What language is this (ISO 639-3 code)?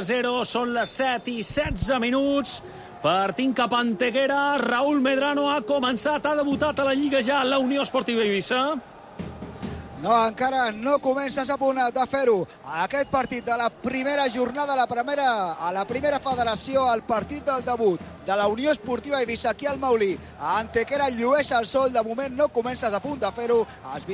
cat